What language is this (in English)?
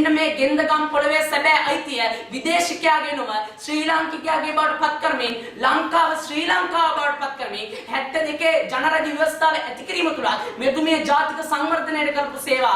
Sinhala